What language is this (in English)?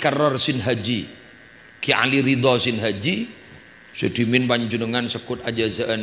Madurese